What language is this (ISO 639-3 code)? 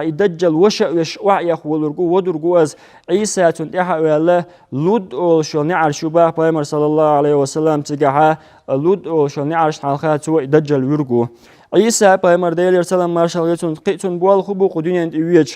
che